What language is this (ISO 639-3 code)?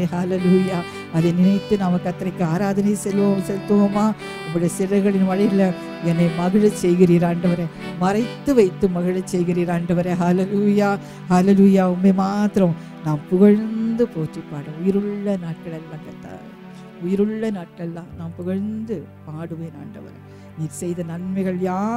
tam